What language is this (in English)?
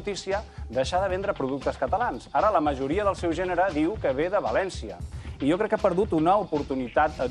Catalan